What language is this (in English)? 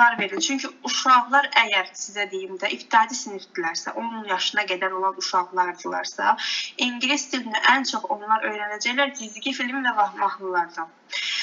Azerbaijani